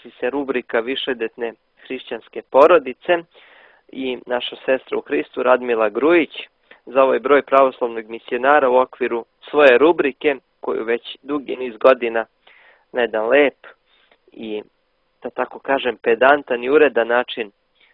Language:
Serbian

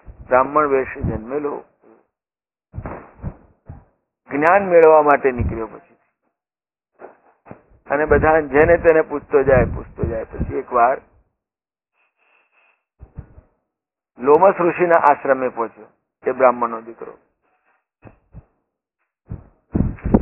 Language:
Gujarati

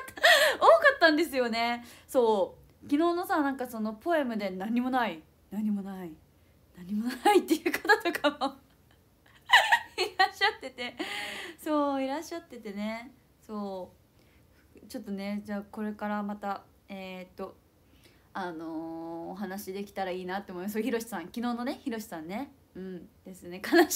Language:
Japanese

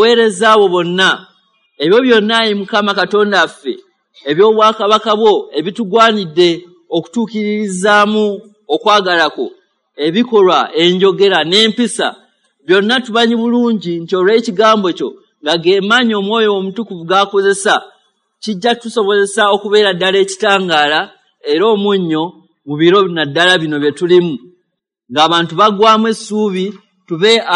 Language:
Ganda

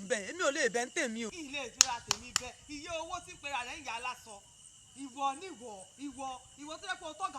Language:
Yoruba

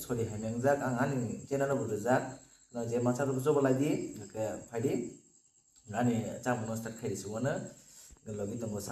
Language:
Kok Borok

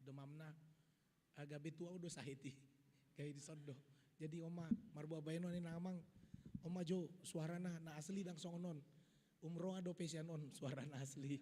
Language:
Batak Toba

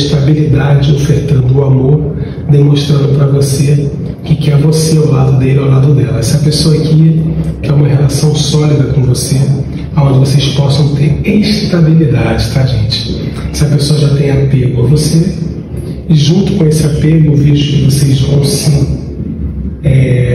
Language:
Portuguese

